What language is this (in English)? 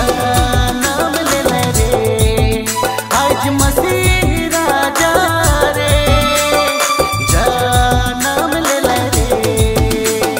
Sadri